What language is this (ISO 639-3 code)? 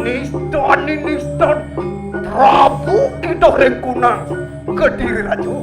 ban